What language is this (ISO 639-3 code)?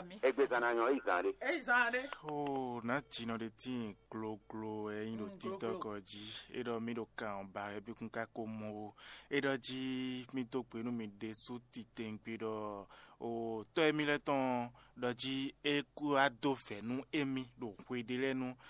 fon